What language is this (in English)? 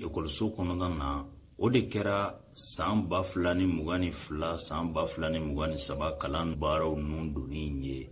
Bambara